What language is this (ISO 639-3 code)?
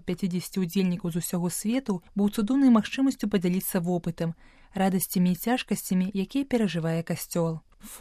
bel